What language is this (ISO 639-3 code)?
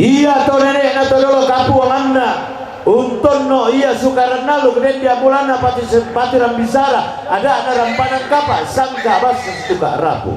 sda